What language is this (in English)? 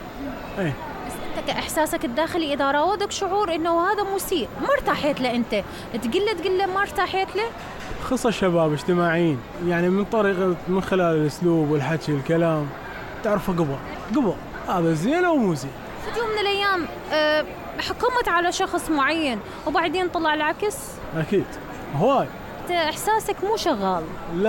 Mesopotamian Arabic